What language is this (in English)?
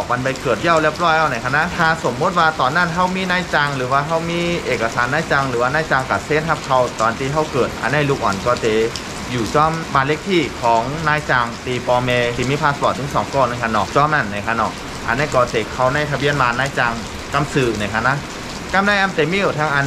Shan